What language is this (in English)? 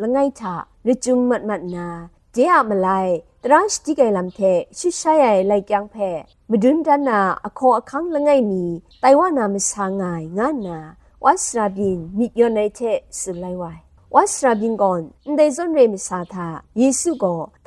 Kachin